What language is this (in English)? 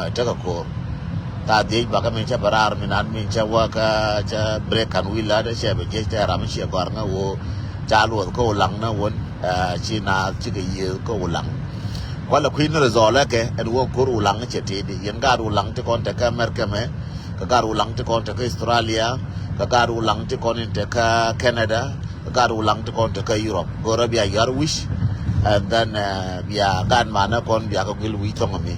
Nuer